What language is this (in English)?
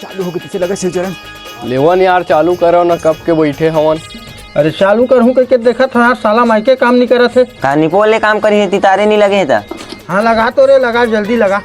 Chhattisgarhi